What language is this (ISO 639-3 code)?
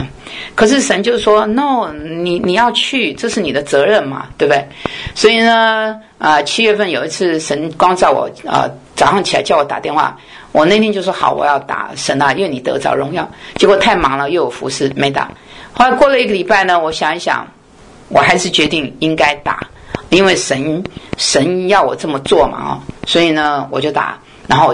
zho